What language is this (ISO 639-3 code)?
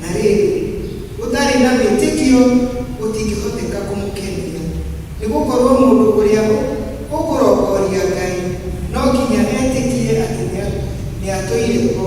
kik